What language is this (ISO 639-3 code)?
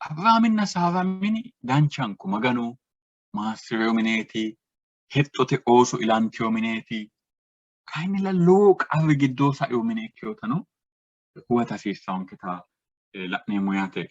sid